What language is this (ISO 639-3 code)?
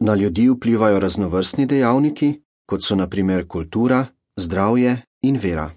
slv